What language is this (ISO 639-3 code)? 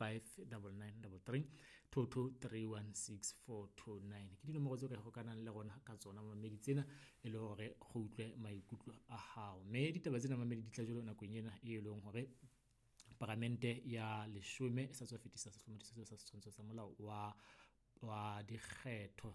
sot